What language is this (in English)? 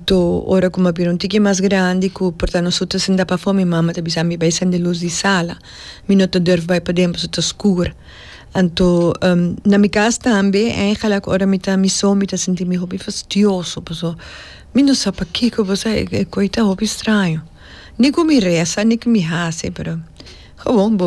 Papiamento